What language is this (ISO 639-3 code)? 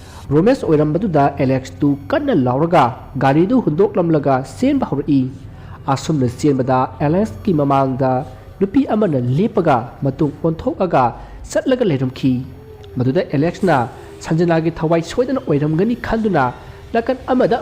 mni